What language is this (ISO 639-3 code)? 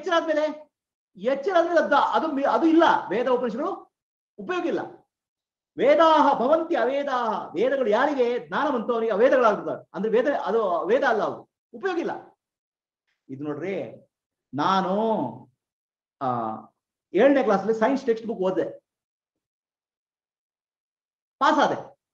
kan